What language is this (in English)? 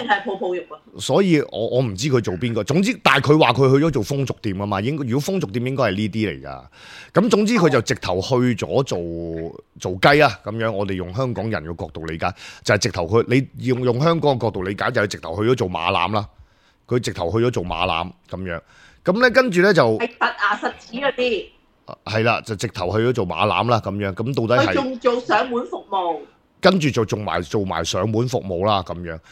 Cantonese